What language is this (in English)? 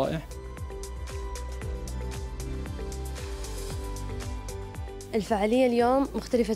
South Levantine Arabic